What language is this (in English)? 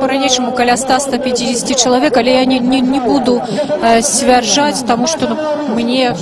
Belarusian